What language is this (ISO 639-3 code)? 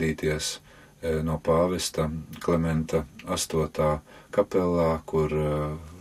lav